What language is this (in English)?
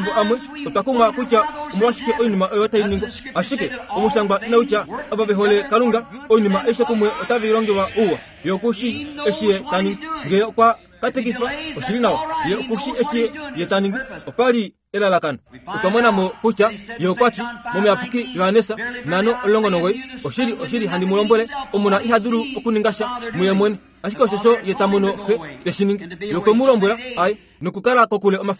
Kuanyama